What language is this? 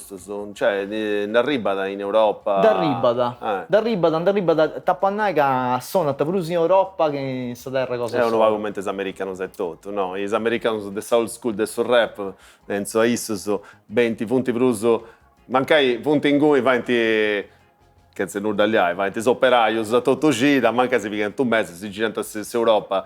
Sardinian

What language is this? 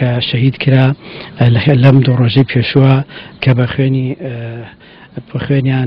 Central Kurdish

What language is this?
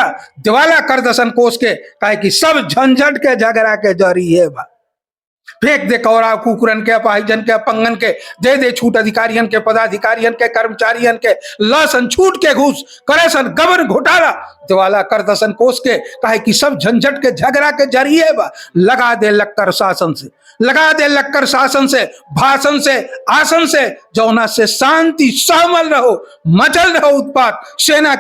Bhojpuri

